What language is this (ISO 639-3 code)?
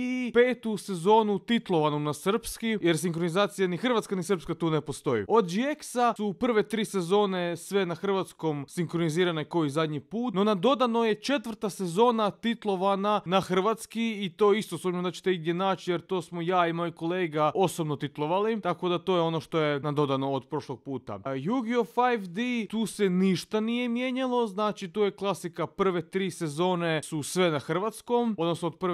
hrv